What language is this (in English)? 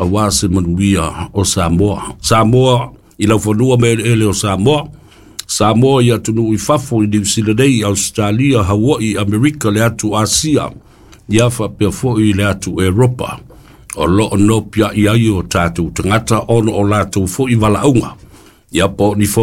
Samoan